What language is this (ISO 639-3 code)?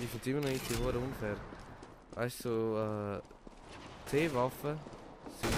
gsw